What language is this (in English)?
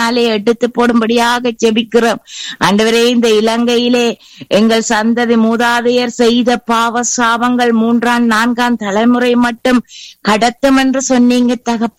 Tamil